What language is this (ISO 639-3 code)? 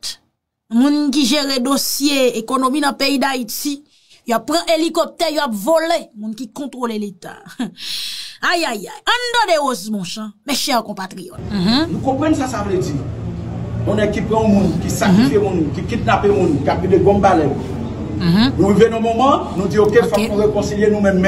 hat